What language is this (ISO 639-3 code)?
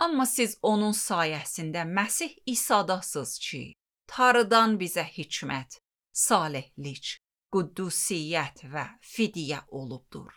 aze